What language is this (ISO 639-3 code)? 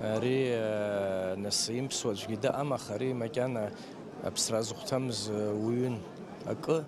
abk